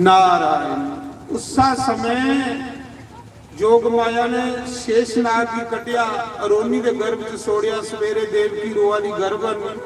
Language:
Dogri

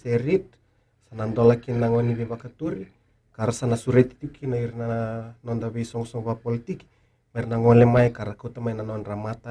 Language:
Fijian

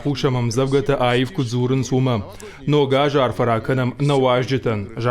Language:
Ossetic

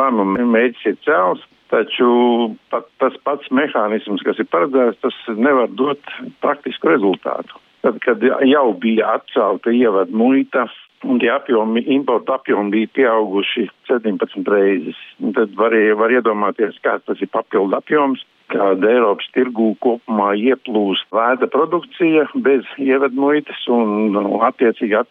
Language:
Latvian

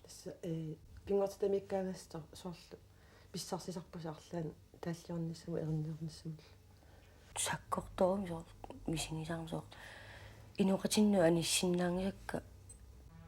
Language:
Kalaallisut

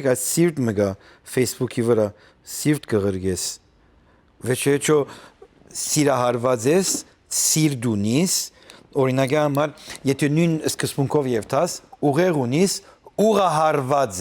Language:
Western Armenian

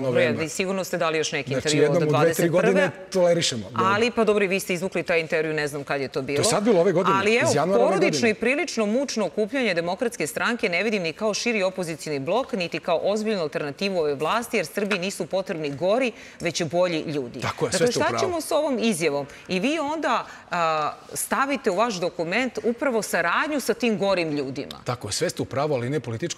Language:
Serbian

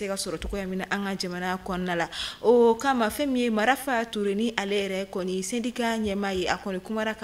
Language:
Bambara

